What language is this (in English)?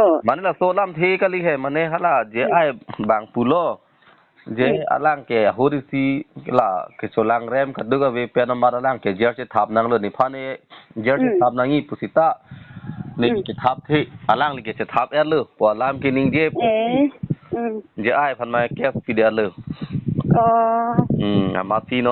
Karbi